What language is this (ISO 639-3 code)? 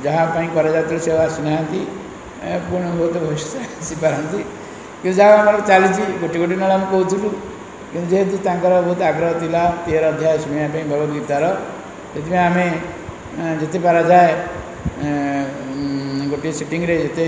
ori